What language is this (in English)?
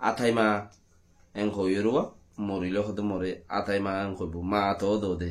Rohingya